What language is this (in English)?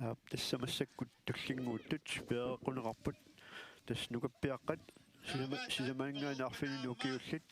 Kalaallisut